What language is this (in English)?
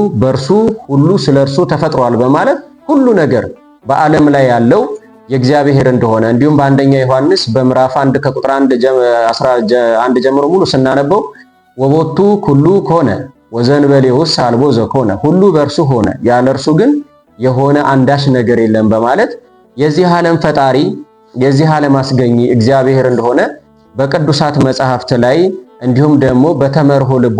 Amharic